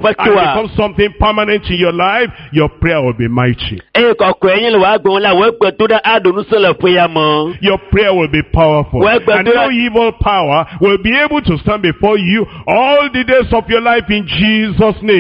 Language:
Ewe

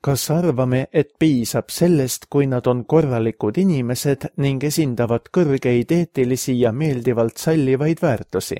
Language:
Estonian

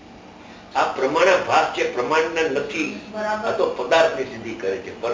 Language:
Gujarati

